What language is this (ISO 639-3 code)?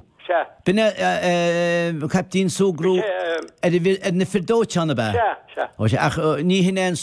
gle